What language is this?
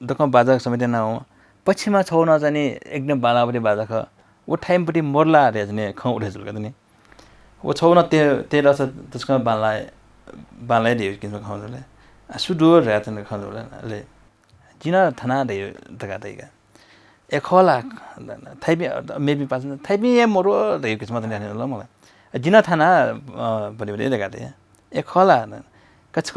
Newari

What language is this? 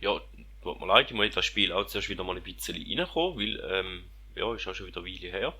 Swiss German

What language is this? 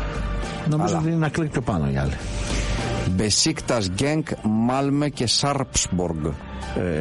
Greek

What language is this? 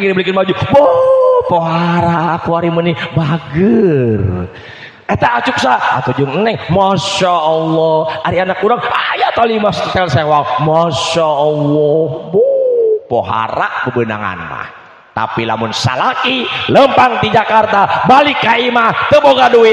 Sundanese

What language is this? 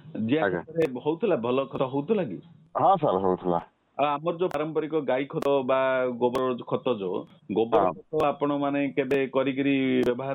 Odia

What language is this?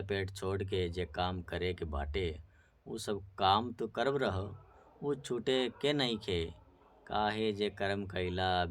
Bhojpuri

